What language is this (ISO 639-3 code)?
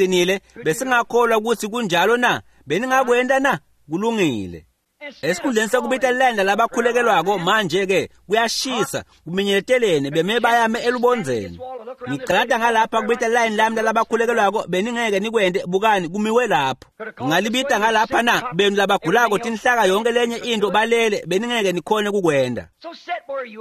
ssw